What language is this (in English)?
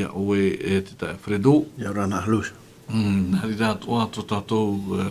Tahitian